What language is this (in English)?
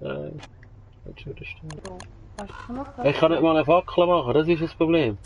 Swiss German